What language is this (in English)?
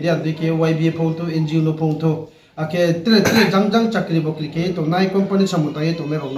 Riang (India)